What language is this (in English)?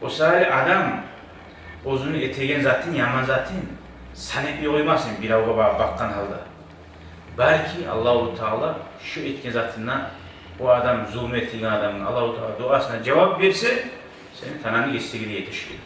Kumyk